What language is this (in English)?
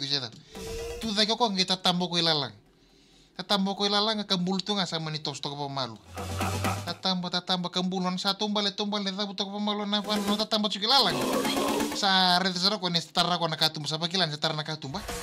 Fijian